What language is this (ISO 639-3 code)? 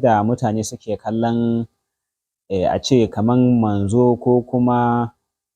hau